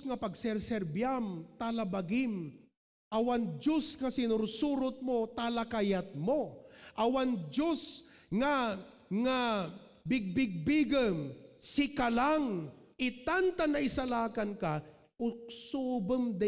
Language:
Iloko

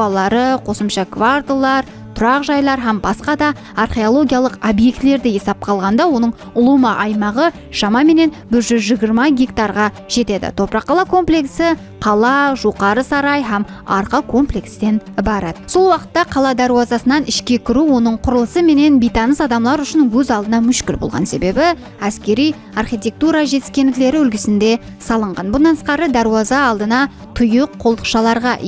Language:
Kara-Kalpak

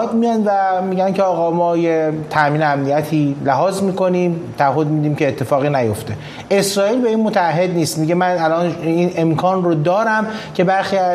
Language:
Persian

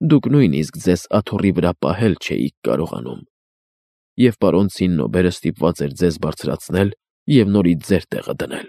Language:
Armenian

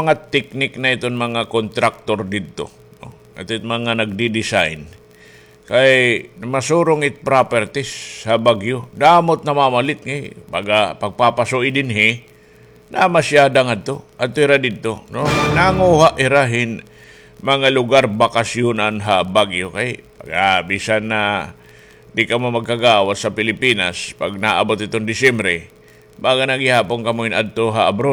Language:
Waray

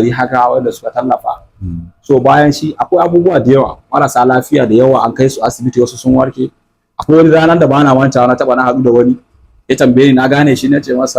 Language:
Hausa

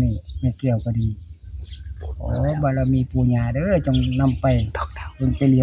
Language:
Northeastern Thai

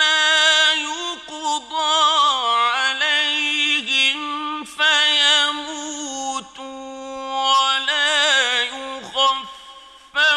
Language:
Arabic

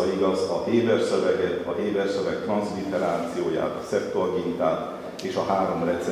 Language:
Hungarian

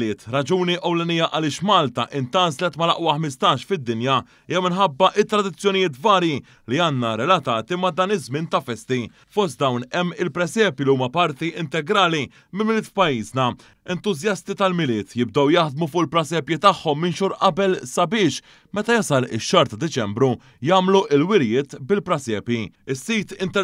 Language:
Maltese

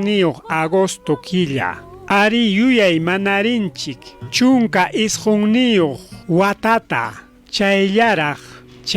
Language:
Ayacucho Quechua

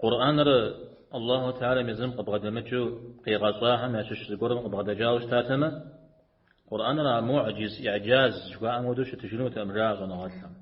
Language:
Kabardian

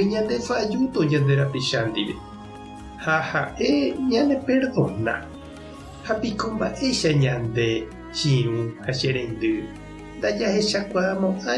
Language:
Guarani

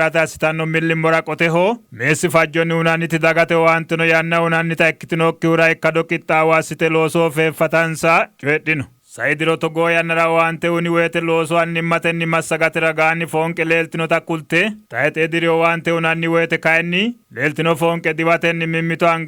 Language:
Sidamo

